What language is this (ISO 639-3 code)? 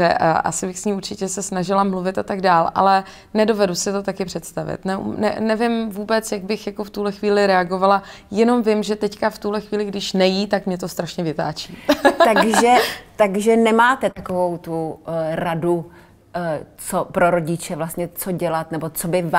ces